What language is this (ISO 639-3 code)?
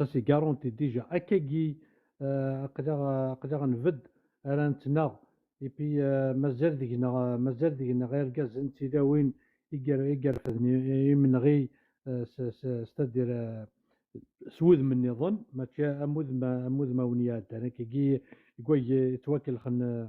kab